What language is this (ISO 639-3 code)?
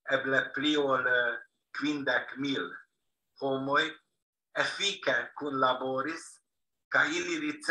epo